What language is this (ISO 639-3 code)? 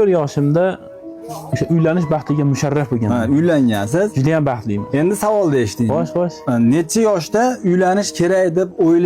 uzb